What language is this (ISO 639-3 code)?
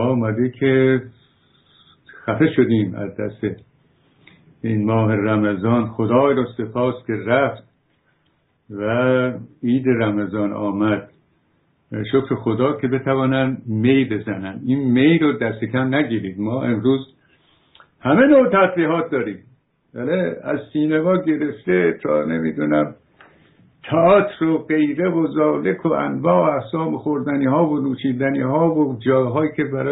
fas